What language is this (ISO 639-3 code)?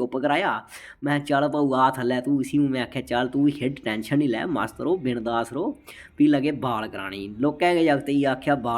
doi